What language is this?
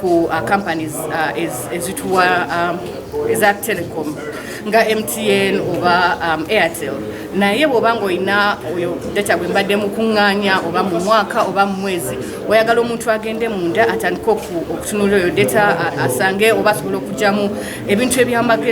Ganda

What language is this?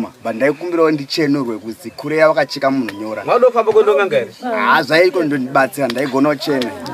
Shona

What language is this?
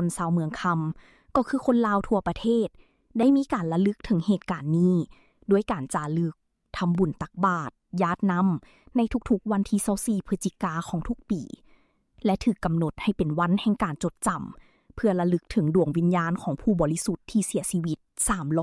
Lao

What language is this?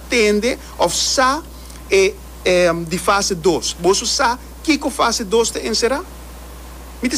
Papiamento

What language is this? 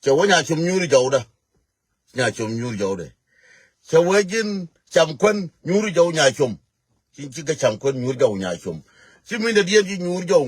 Nuer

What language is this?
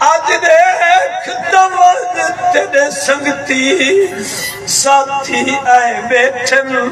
Saraiki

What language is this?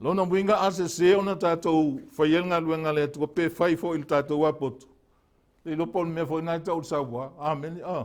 Samoan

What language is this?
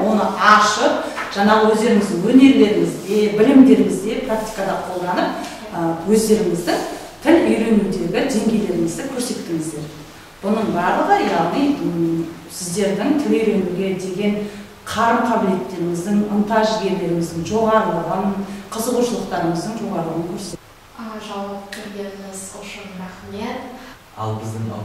Kazakh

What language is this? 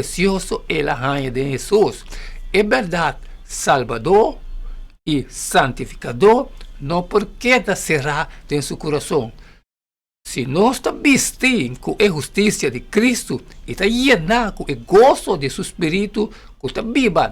Papiamento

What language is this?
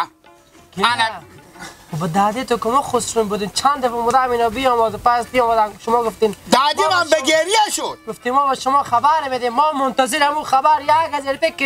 Hazaragi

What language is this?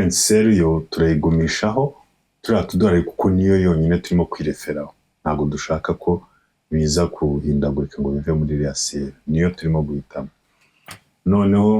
Kinyarwanda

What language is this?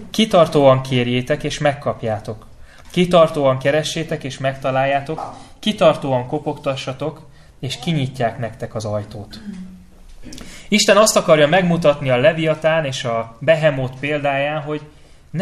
Hungarian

